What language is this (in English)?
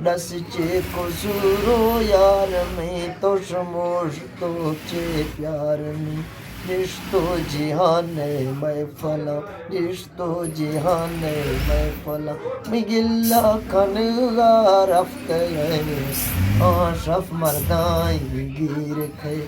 Eastern Balochi